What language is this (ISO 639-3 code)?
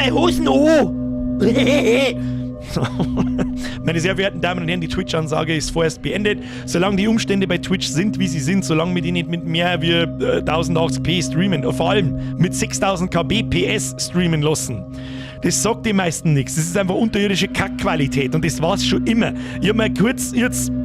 bar